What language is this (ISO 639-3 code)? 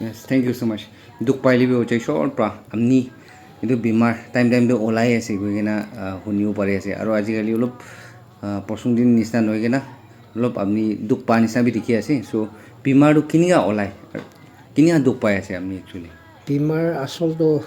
nag